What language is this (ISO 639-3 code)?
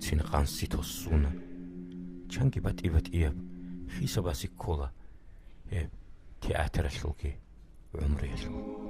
ava